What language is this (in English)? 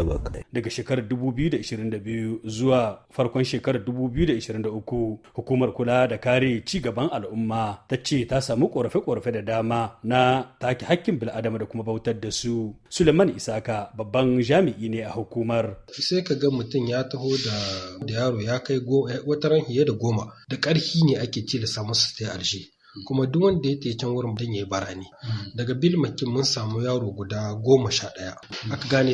Hausa